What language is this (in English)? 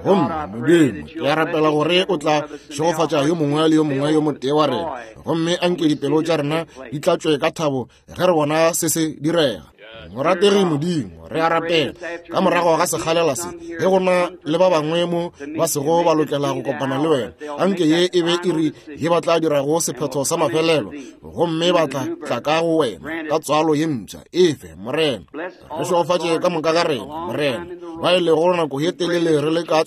Northern Sotho